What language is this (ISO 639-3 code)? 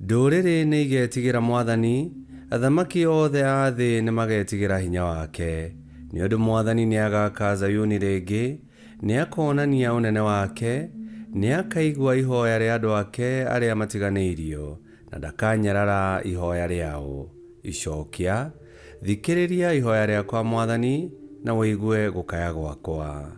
kik